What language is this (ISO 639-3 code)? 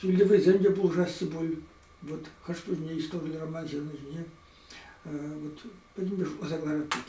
chv